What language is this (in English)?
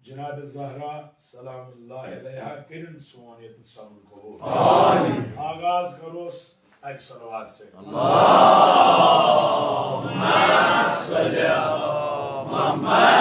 Kashmiri